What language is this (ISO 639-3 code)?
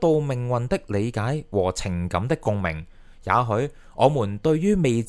yue